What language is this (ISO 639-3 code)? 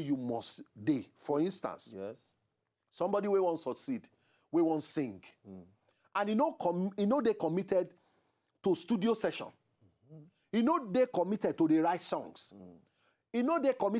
pcm